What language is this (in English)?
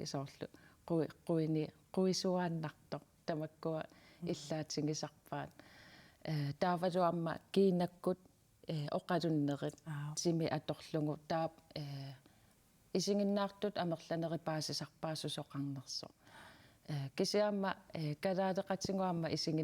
Kalaallisut